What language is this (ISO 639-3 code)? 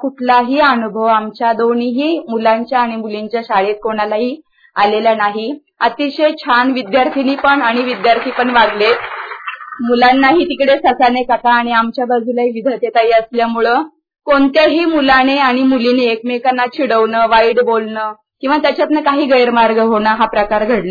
mar